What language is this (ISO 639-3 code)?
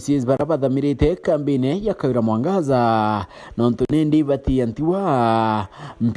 mer